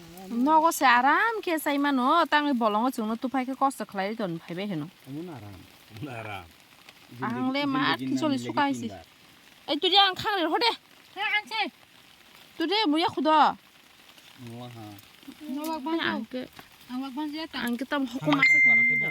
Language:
Kok Borok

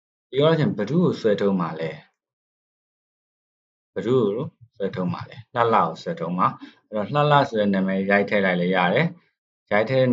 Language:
Burmese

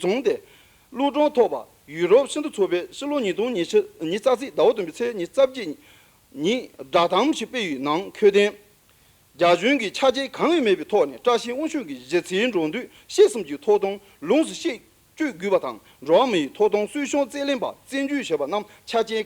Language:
Tibetan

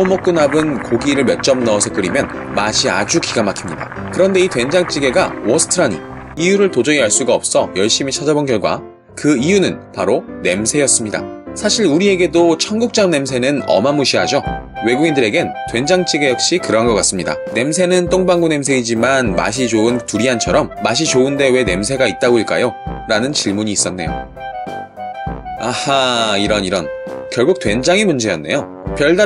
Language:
Korean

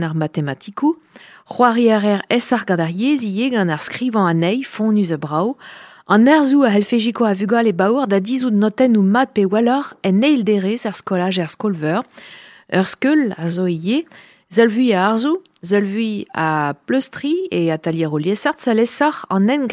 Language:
Breton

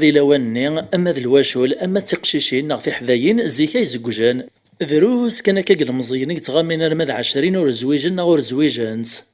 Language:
Kabyle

